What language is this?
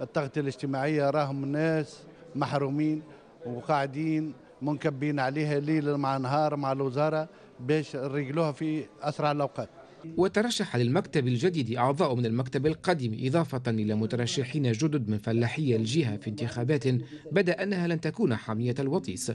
Tunisian Arabic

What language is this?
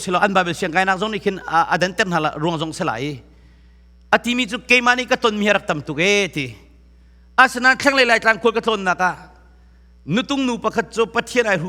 Hakha Chin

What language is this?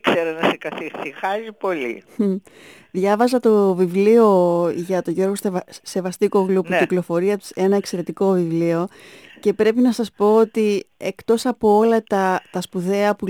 Greek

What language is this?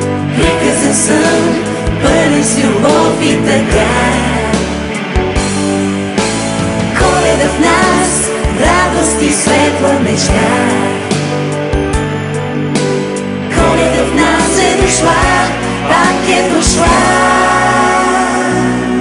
Bulgarian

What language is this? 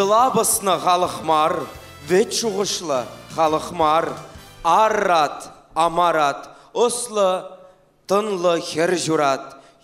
Chuvash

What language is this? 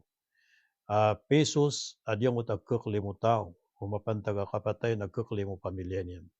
Maranao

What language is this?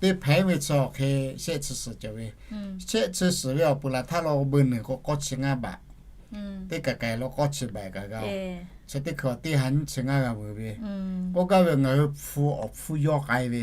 Lahu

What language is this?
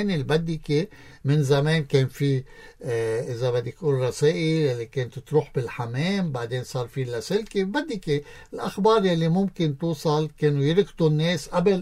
North Levantine Arabic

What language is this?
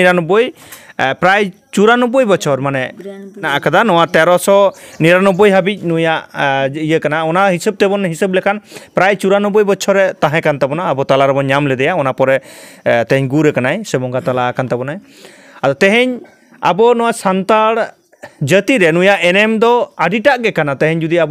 Santali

